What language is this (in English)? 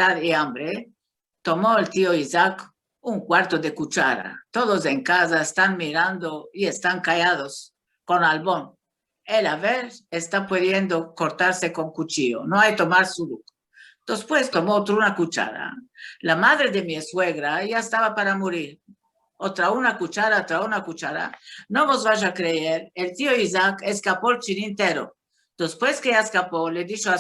Ladino